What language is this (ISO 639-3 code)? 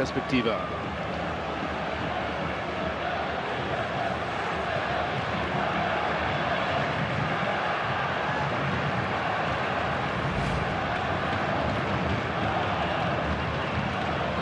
deu